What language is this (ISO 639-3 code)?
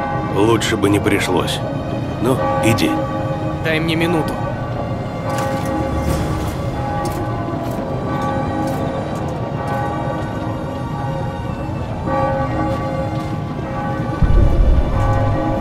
rus